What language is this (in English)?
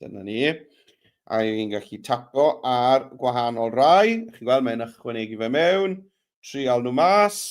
Welsh